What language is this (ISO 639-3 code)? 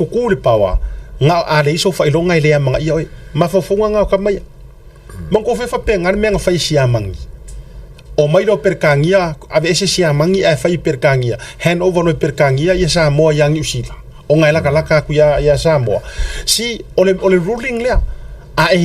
smo